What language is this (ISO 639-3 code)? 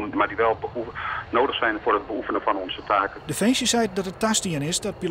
fry